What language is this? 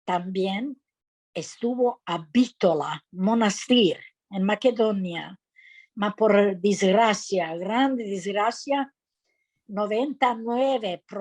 Ladino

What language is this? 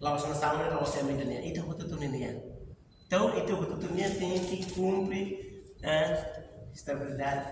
Tetum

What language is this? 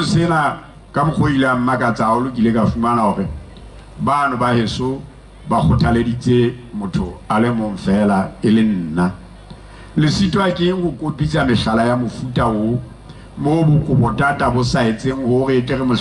Southern Sotho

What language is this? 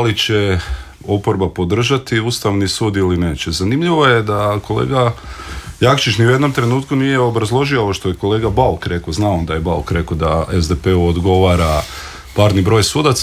Croatian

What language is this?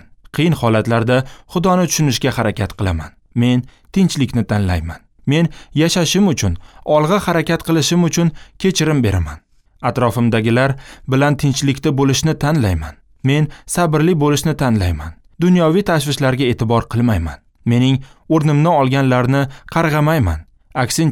Uzbek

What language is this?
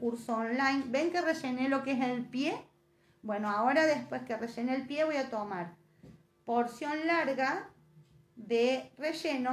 Spanish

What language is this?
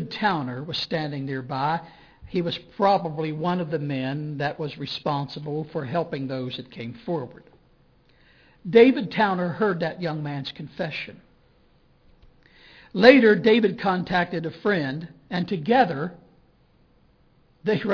English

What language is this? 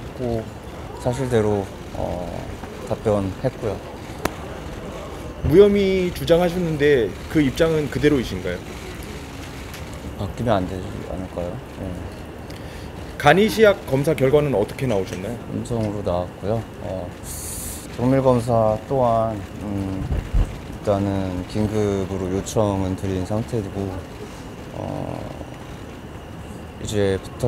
Korean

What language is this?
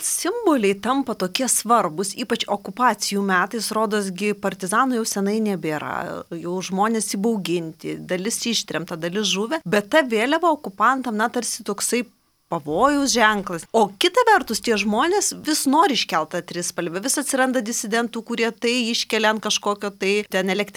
Lithuanian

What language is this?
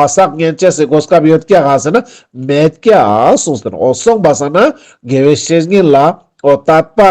Ladakhi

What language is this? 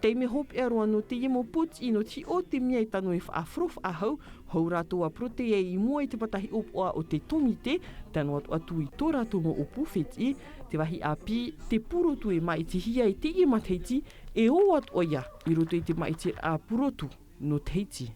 Tahitian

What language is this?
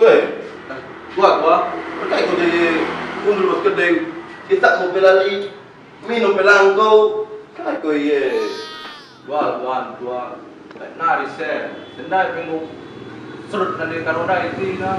Batak Karo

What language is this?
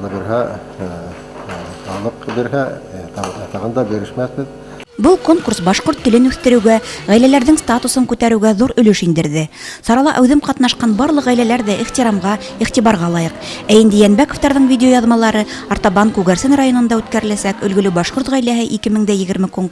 Bashkir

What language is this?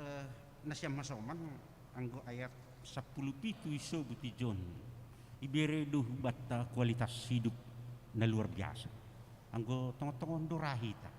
Batak Simalungun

